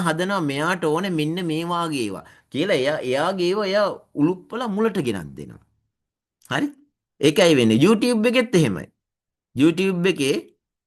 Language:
Sinhala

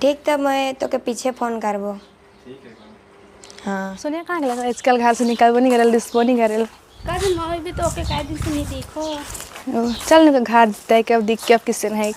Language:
Sadri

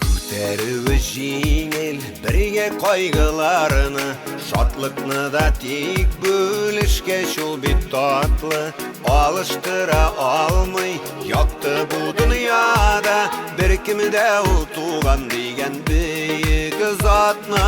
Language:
Bashkir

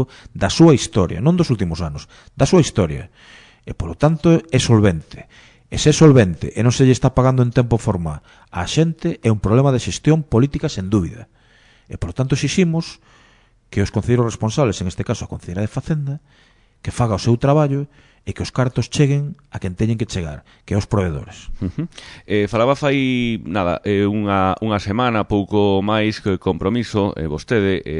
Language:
Galician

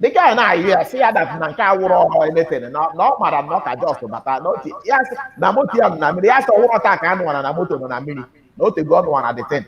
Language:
Igbo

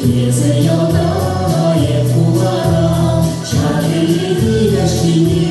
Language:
Chuvash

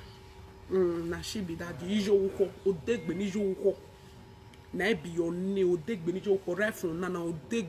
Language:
Nigerian Pidgin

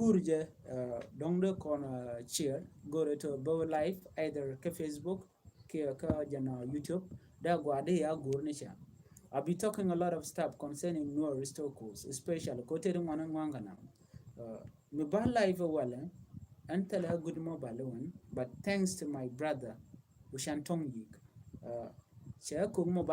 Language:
Nuer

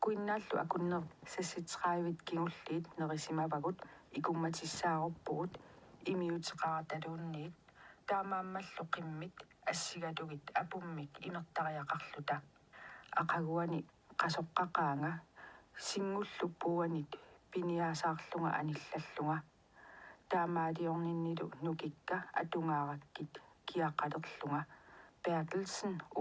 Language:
Kalaallisut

